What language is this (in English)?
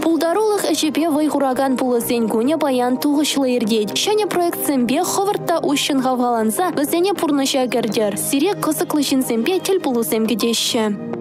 Chuvash